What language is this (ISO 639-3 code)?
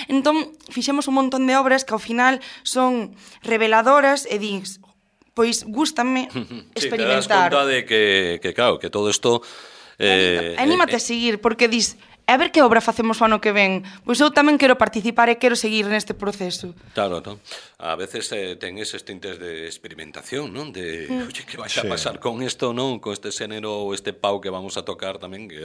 glg